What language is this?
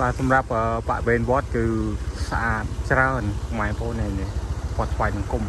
Khmer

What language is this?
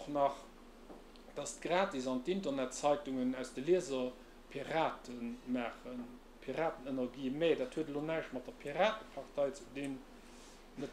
Luxembourgish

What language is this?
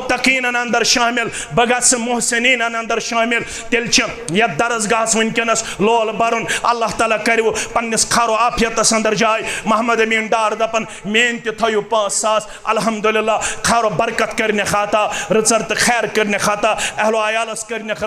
Kashmiri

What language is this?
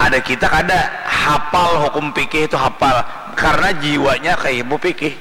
Banjar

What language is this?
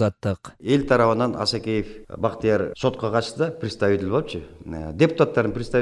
Kyrgyz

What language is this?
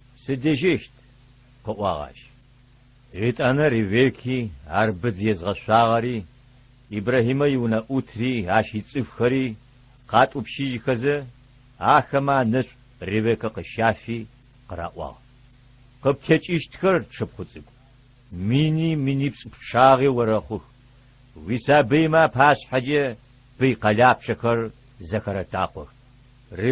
Adyghe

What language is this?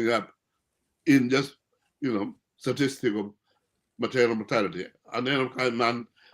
Acoli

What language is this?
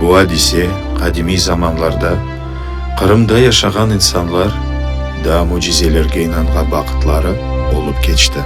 Crimean Tatar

